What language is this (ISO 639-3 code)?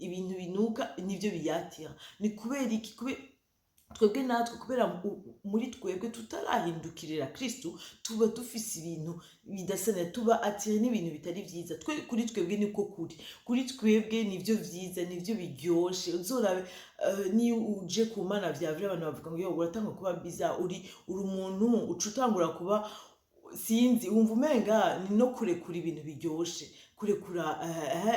run